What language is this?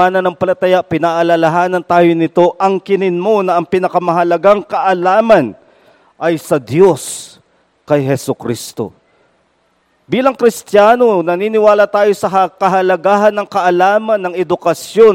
Filipino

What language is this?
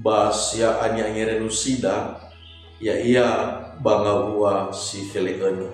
Nias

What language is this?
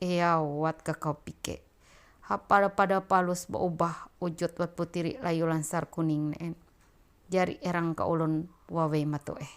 Ma'anyan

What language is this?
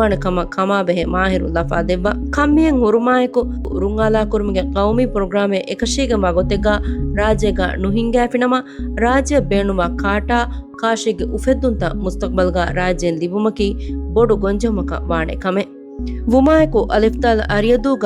Divehi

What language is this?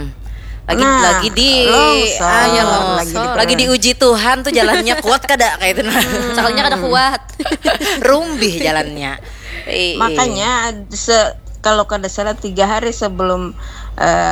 Banjar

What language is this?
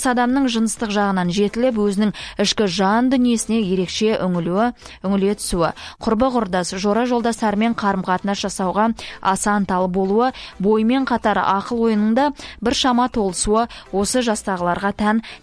Kazakh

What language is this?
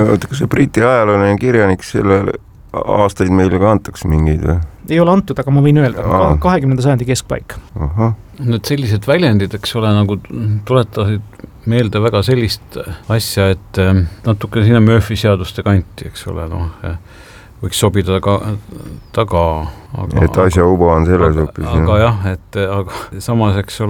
Estonian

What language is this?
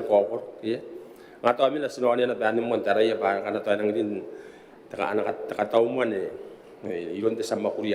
Gilbertese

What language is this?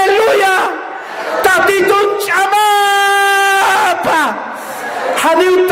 Aymara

